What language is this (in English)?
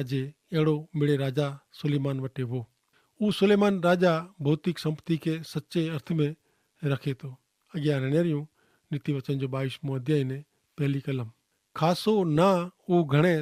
Kachhi